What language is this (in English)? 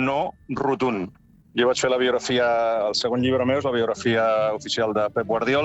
Catalan